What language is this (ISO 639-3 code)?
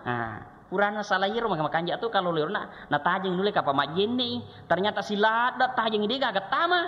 bug